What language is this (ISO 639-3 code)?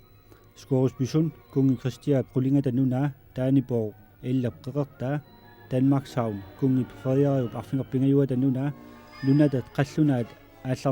kal